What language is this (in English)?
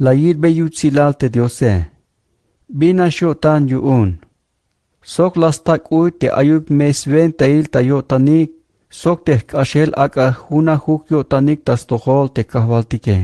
Tzeltal